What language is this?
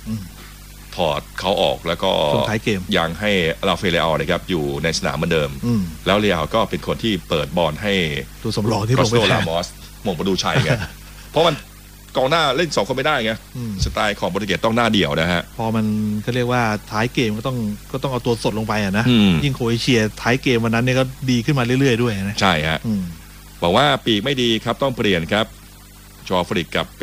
Thai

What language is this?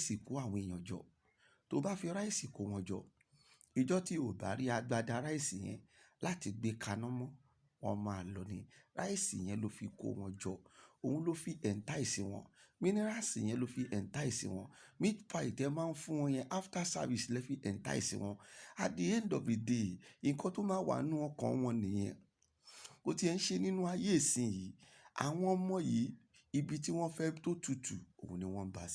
Yoruba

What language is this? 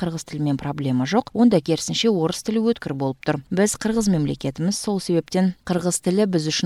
Kyrgyz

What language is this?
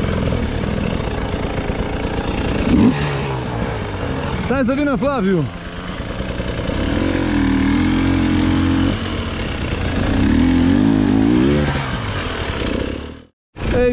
Romanian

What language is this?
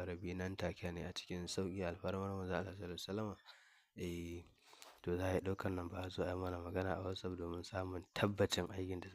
Hausa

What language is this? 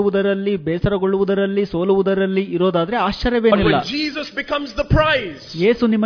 Kannada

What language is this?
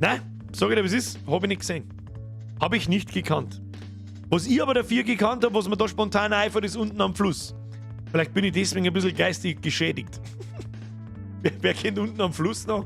Bavarian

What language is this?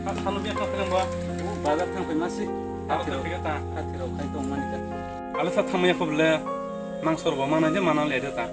Kok Borok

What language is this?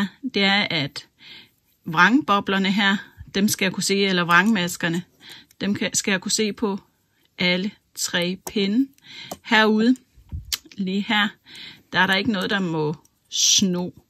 Danish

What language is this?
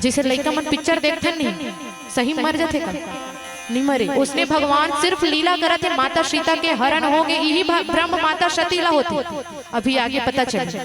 Chhattisgarhi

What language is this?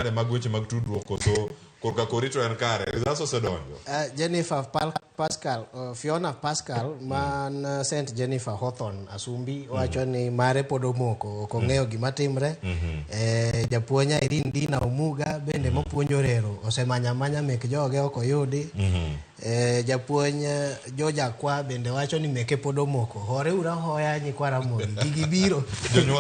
Luo (Kenya and Tanzania)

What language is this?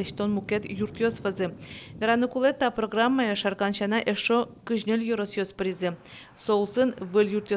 Udmurt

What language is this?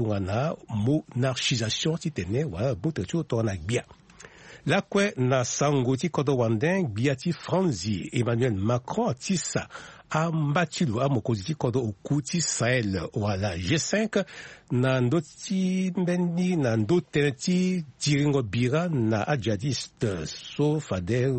Sango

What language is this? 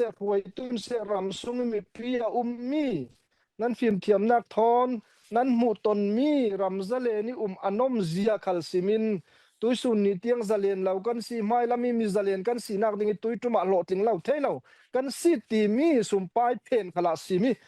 Falam Chin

